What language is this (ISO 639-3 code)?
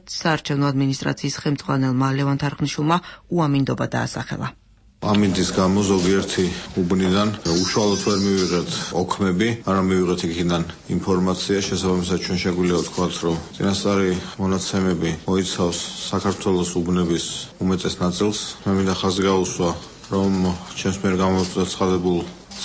kat